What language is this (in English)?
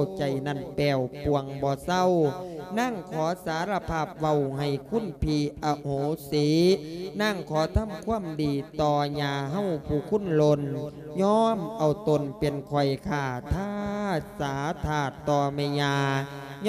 Lao